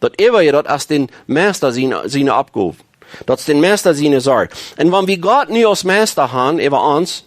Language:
Plautdietsch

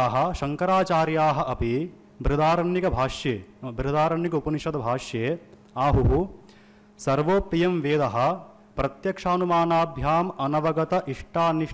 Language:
Sanskrit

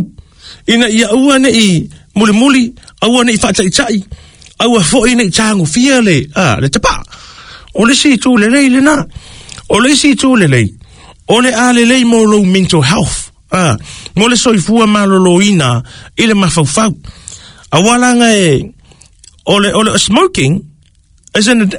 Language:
Samoan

